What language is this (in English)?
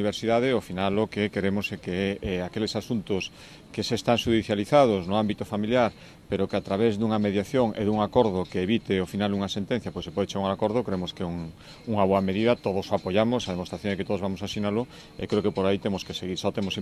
Galician